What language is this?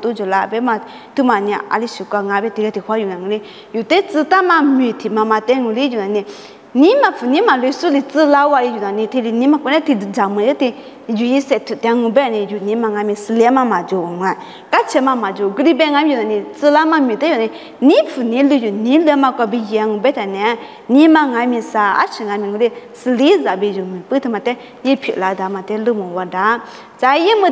Lisu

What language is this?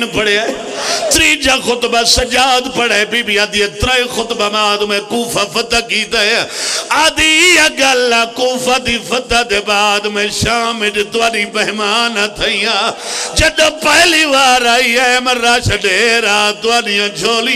Pahari-Potwari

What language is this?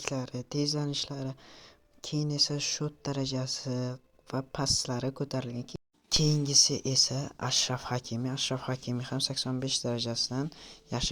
Uzbek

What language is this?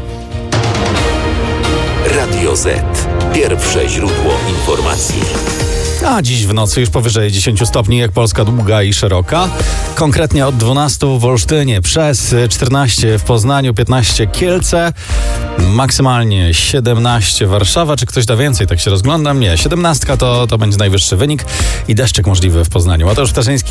Polish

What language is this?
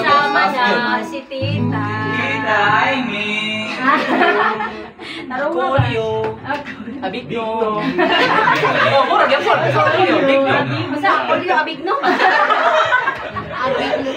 Cebuano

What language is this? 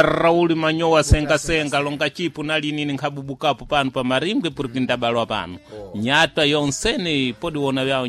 Sena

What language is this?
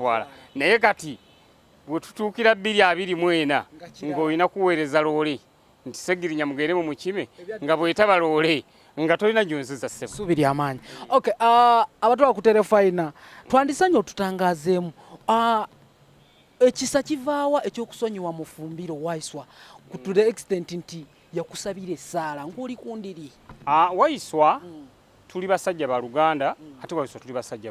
Ganda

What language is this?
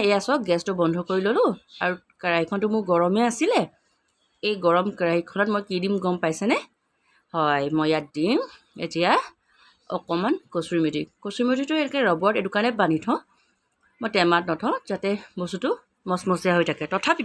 Assamese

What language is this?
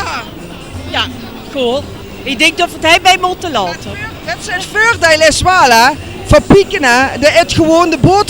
Limburgish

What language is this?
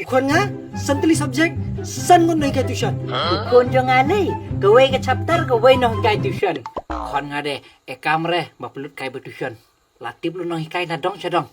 Khasi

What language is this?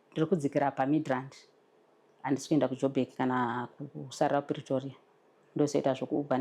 Shona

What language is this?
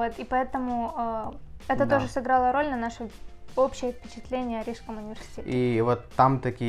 Russian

